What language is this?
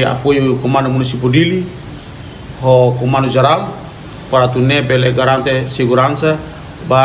Tetum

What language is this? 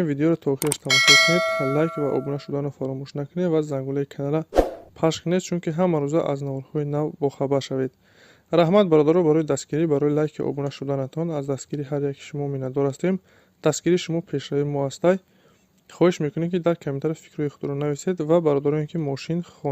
Tajik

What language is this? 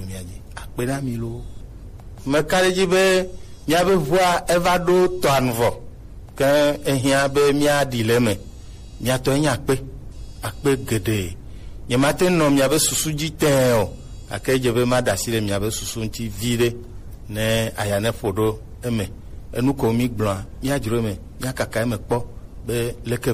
Gen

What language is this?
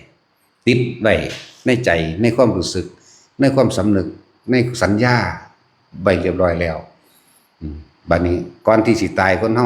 Lao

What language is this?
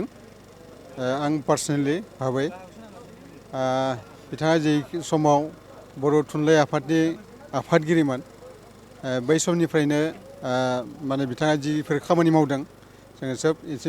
Bodo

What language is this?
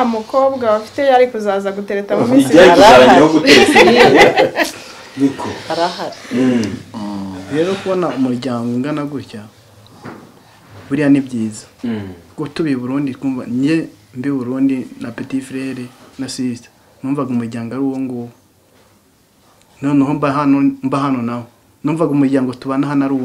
Kinyarwanda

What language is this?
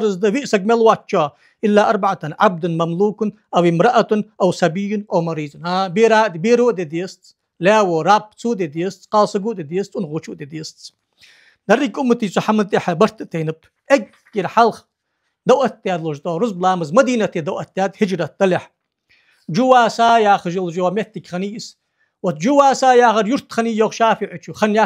Ingush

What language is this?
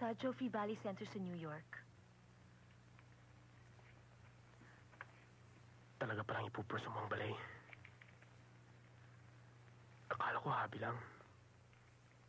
Filipino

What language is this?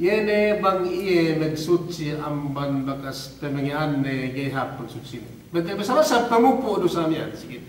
Yakan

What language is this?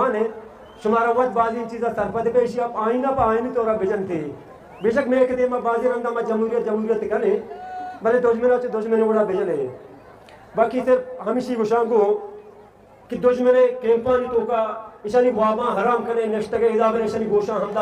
Eastern Balochi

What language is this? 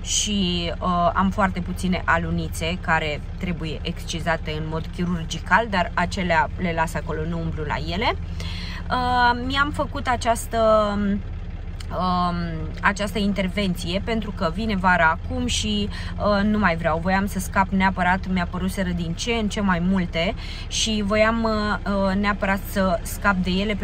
Romanian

